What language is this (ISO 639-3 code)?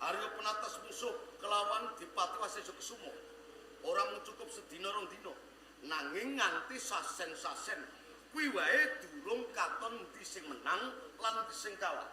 jav